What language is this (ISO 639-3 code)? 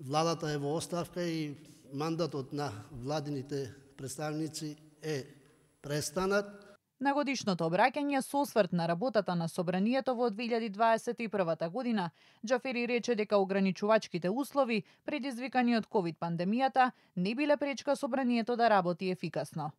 mkd